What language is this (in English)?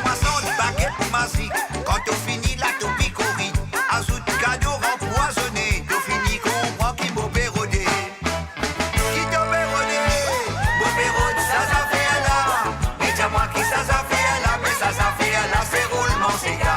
Morisyen